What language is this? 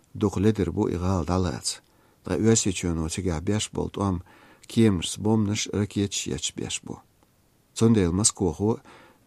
Chechen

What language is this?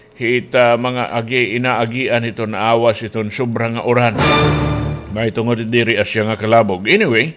Waray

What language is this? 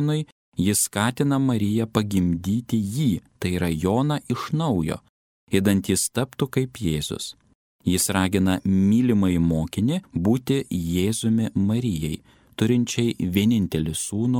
Lithuanian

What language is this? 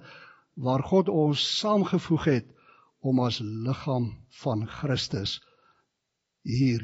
Afrikaans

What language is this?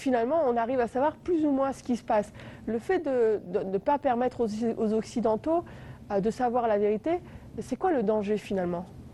French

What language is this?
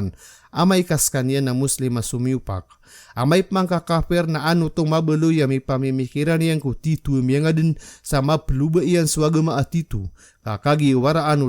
Maranao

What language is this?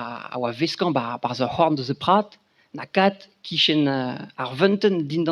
Breton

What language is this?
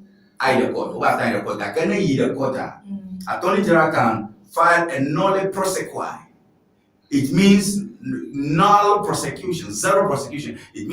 Ewe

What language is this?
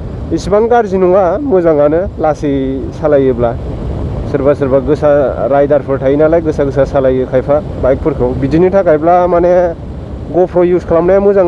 Bodo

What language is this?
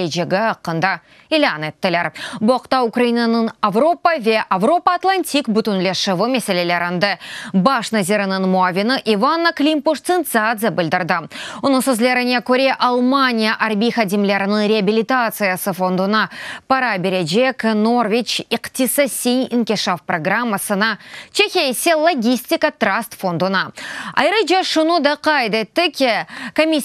Crimean Tatar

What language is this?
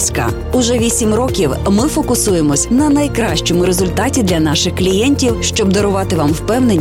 Ukrainian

